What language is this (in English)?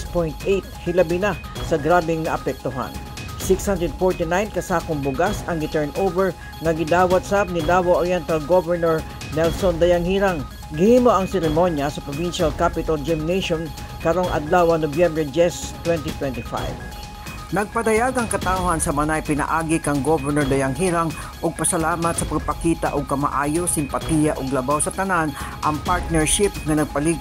Cebuano